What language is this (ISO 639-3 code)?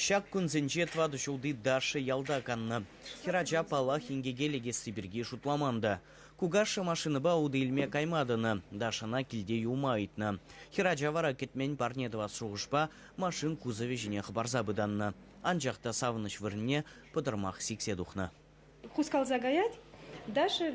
chv